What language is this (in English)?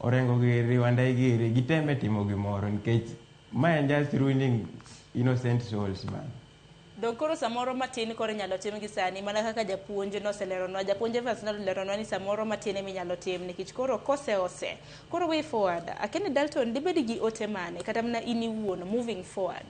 Luo (Kenya and Tanzania)